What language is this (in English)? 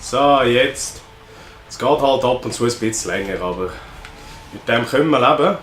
Swiss German